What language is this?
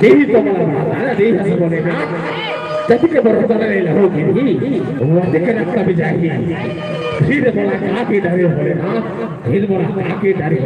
Chhattisgarhi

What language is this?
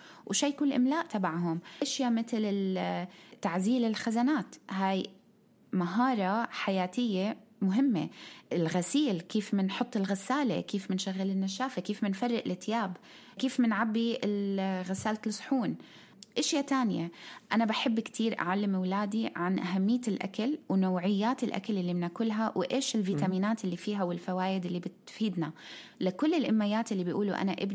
North Levantine Arabic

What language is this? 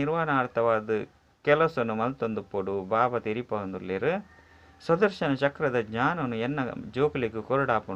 Tulu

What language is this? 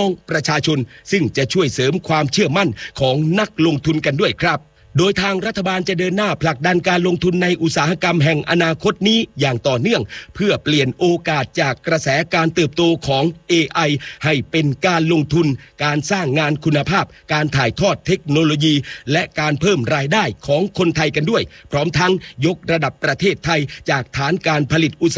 Thai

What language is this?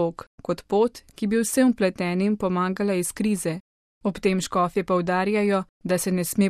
Slovenian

